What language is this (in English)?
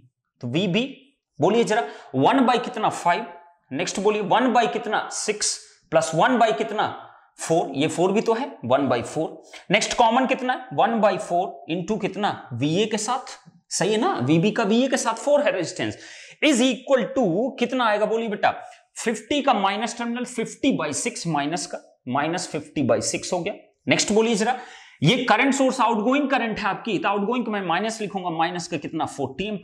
Hindi